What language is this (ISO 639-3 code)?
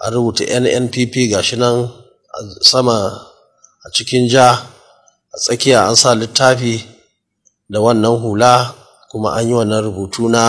hau